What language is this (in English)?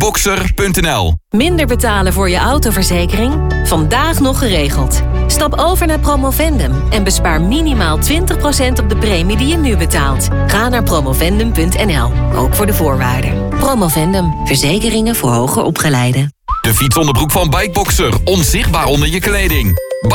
Dutch